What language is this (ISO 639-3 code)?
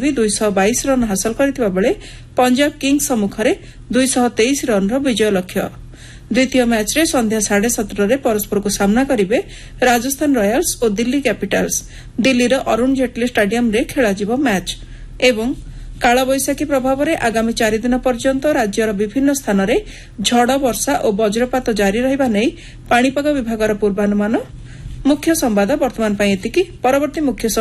ori